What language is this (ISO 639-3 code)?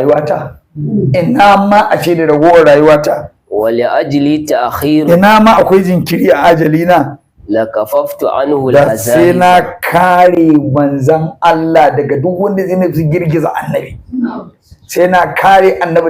hau